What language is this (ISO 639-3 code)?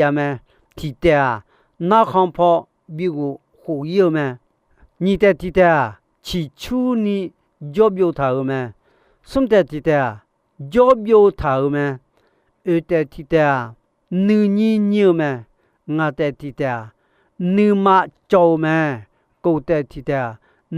ahk